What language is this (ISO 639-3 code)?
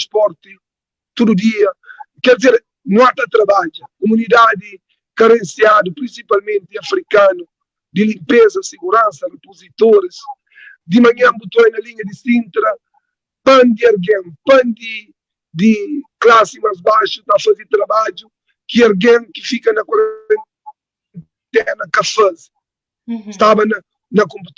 kea